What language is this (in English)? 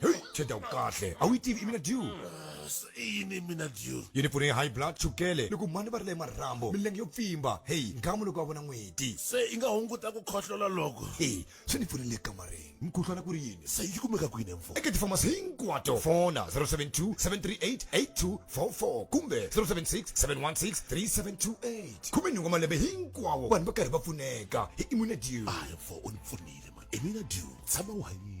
Tsonga